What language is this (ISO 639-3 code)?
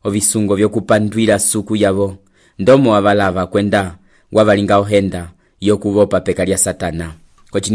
umb